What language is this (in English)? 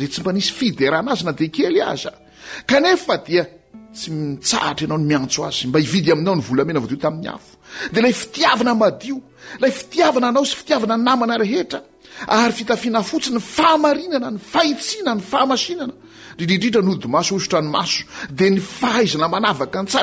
Malagasy